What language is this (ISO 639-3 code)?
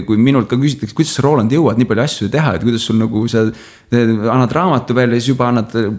est